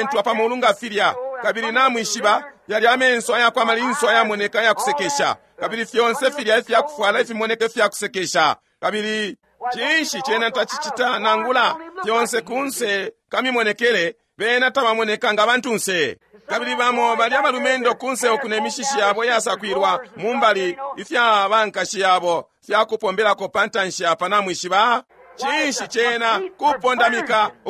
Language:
Bemba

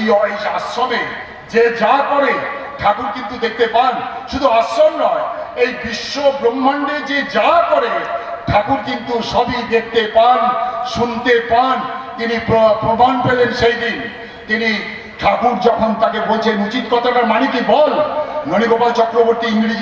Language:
Bangla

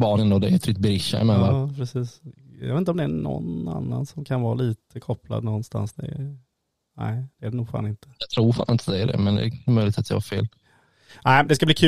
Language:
Swedish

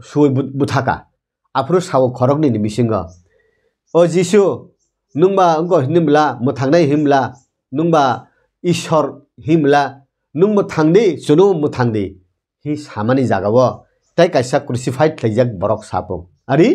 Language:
Kok Borok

